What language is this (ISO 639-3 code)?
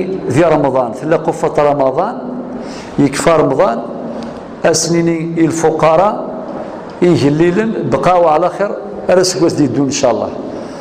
kab